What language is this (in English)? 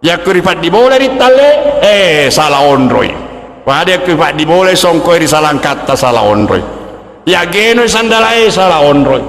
Buginese